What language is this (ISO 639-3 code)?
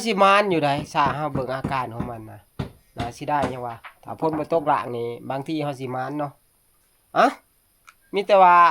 tts